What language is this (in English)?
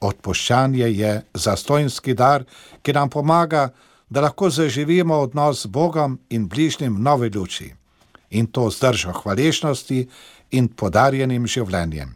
Slovenian